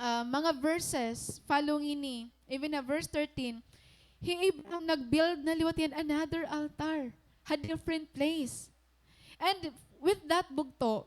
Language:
Waray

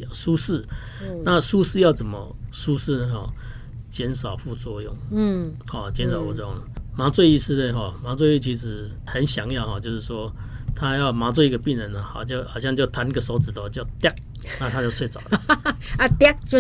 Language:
Chinese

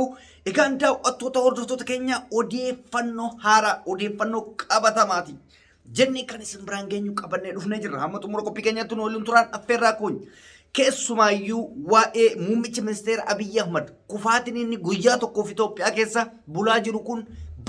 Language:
Oromo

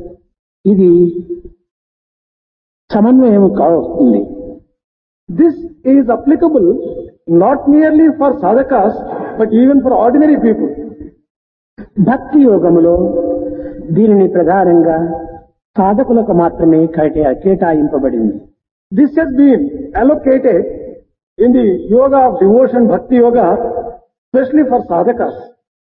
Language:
Telugu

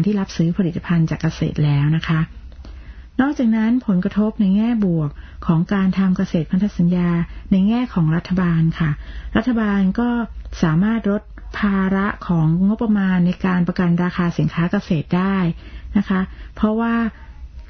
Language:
Thai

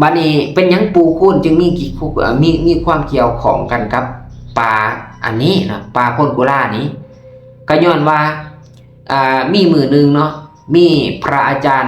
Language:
Lao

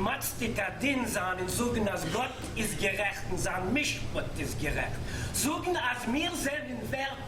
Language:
Yiddish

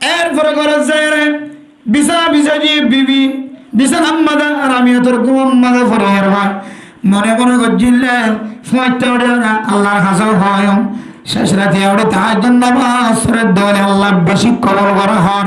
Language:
Rohingya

